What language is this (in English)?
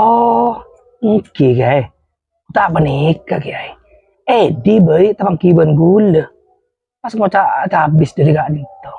Madurese